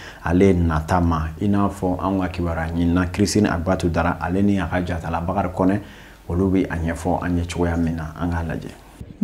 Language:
Bambara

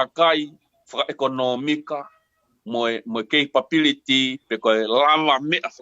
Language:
Tongan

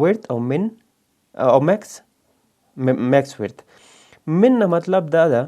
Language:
Pashto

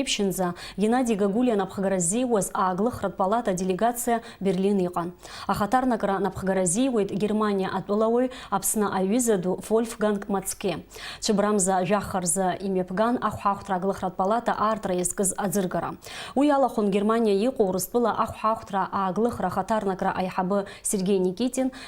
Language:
Abkhazian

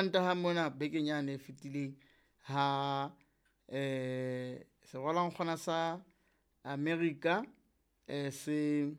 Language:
Southern Sotho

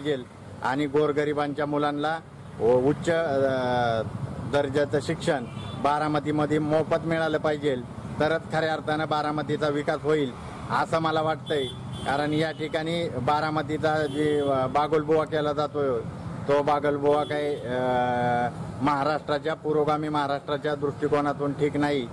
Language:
Marathi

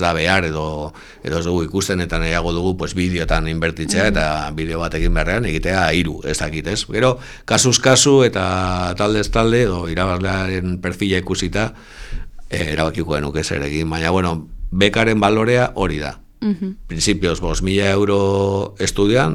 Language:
Basque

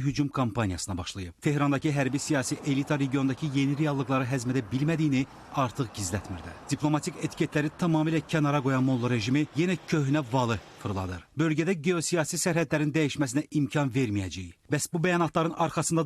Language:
Azerbaijani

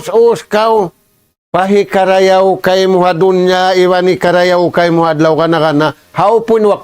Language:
Tausug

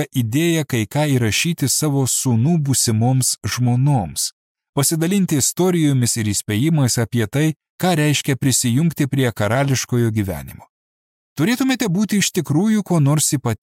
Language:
Lithuanian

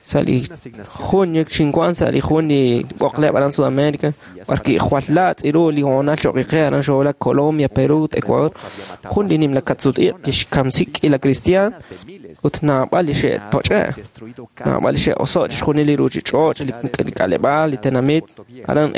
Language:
Kekchí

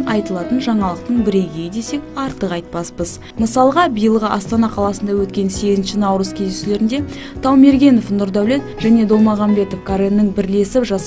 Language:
Kazakh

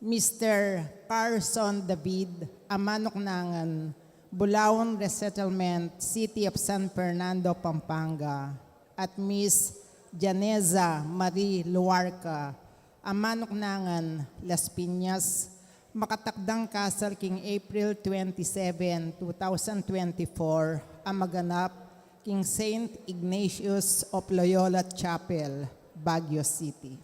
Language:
Pampanga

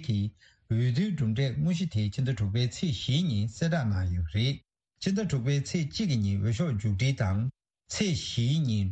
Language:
Tibetan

